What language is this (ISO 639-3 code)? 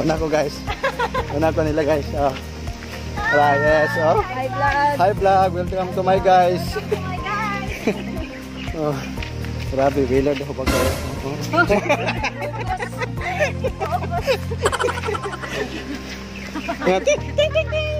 ceb